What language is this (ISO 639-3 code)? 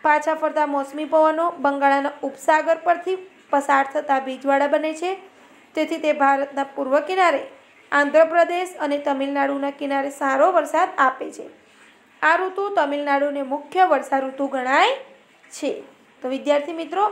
guj